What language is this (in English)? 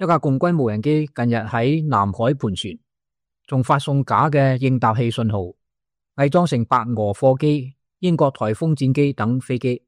Cantonese